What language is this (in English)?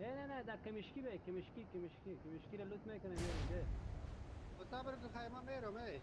Persian